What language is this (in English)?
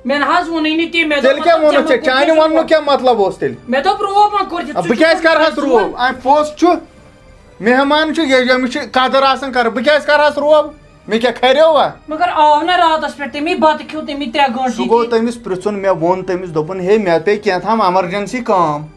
Kashmiri